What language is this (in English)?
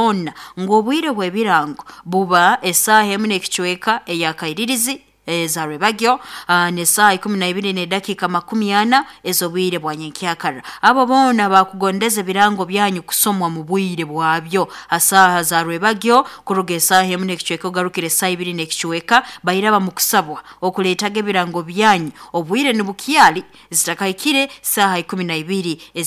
Nyoro